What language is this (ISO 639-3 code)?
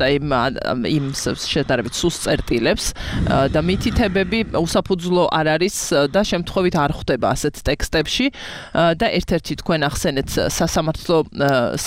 kat